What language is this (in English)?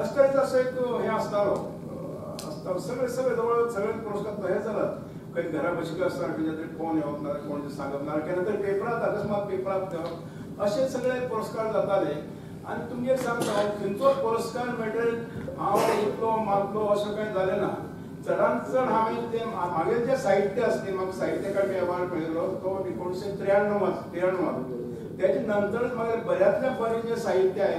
Konkani